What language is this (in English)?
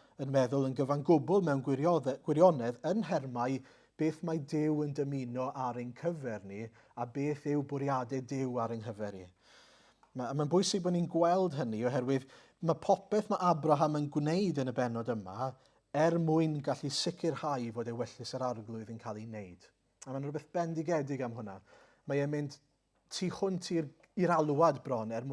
Welsh